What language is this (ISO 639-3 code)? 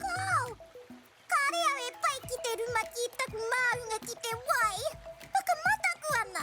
mri